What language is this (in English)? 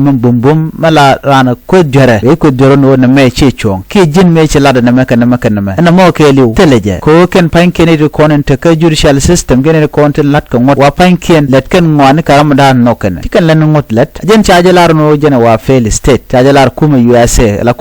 Nuer